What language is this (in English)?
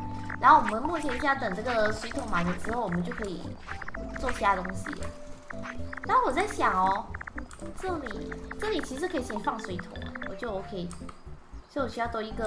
Chinese